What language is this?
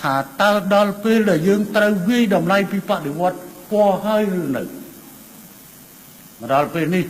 Khmer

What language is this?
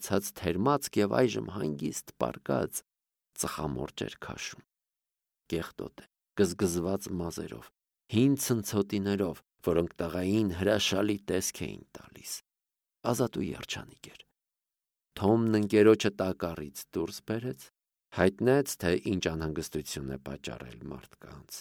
Armenian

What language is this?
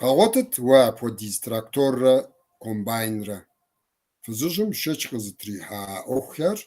Kabardian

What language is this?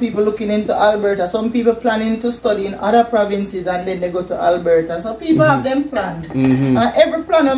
Jamaican Creole English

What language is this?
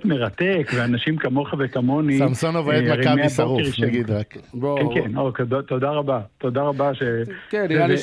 Hebrew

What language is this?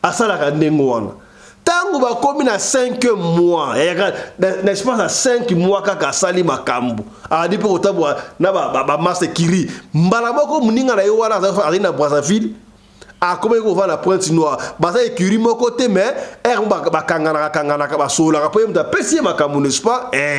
Lingala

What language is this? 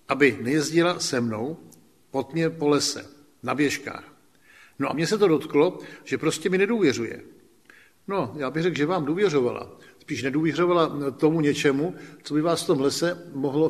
Czech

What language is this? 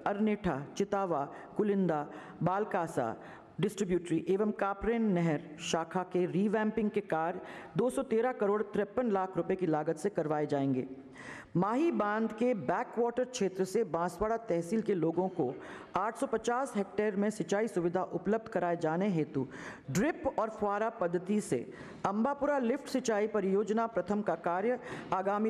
Hindi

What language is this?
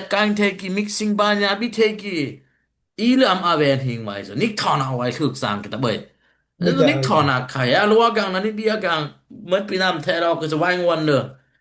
Dimasa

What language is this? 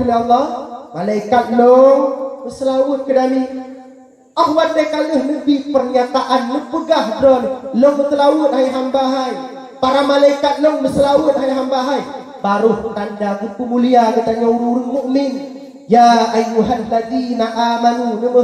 Achinese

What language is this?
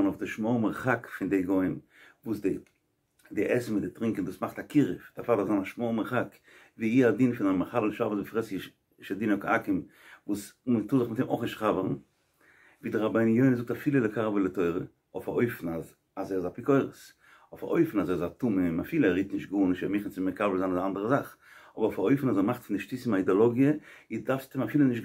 Yiddish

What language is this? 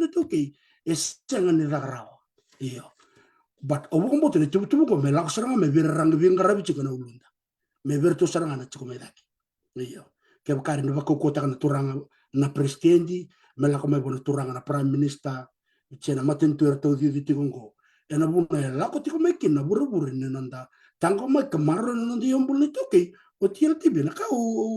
Fijian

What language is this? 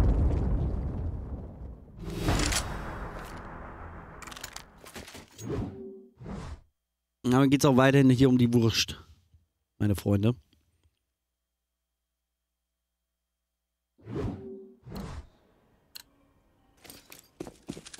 German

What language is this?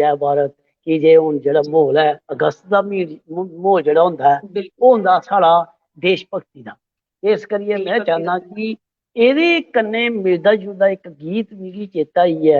Dogri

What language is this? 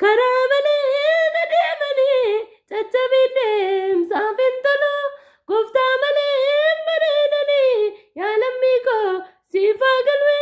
Oromo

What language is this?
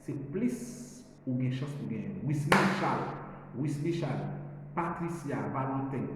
Haitian Creole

